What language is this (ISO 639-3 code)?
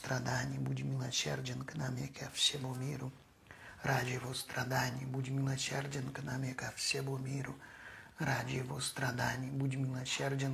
rus